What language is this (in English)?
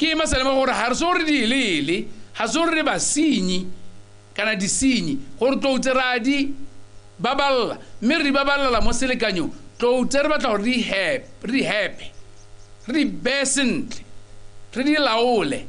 Tswana